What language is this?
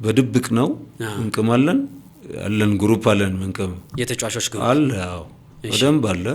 Amharic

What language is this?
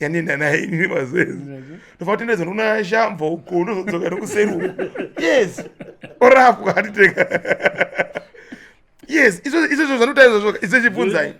Shona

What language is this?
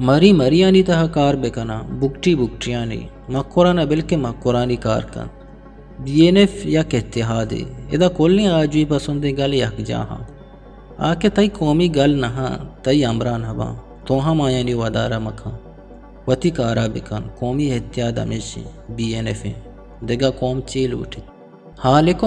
Eastern Balochi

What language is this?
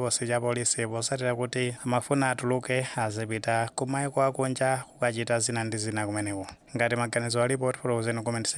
Nyanja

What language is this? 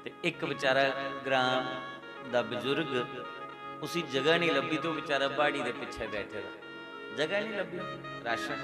Dogri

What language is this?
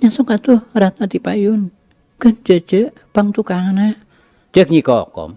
Sundanese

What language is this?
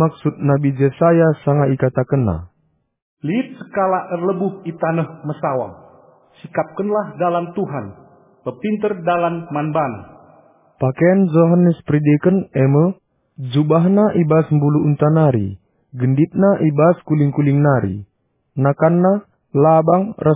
Batak Karo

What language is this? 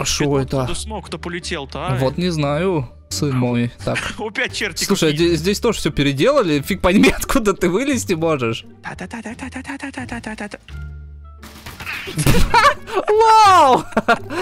Russian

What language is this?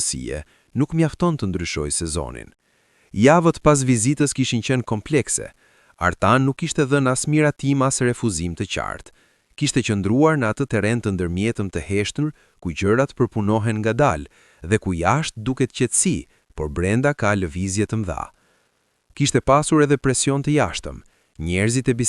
Albanian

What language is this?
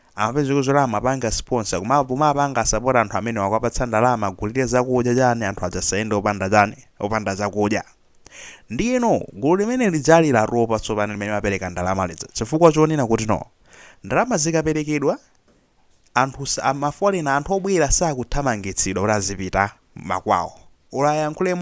Nyanja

